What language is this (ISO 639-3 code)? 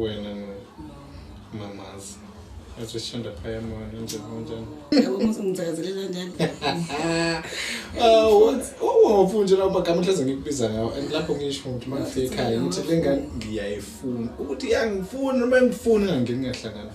zul